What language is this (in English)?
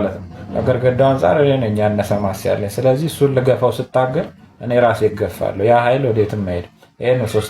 Amharic